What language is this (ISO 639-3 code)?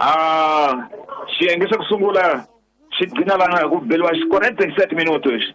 tso